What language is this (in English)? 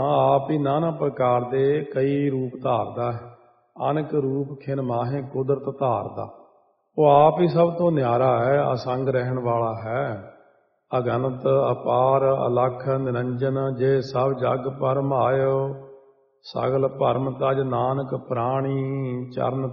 Punjabi